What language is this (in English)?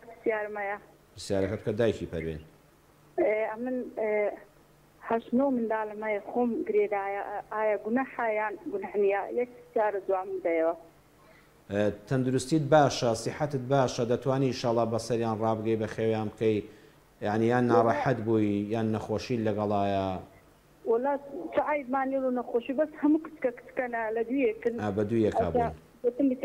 Central Kurdish